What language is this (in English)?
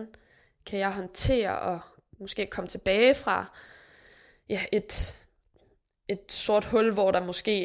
Danish